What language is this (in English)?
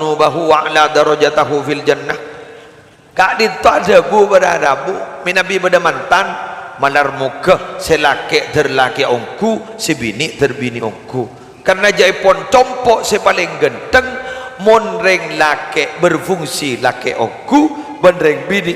Madurese